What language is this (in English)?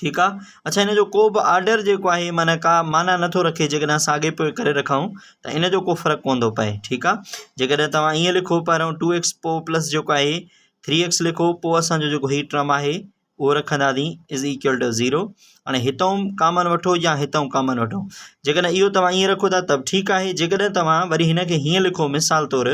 Sindhi